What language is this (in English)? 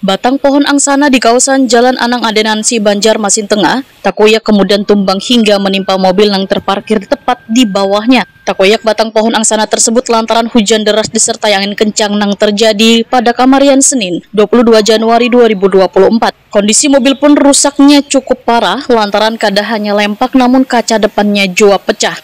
Banjar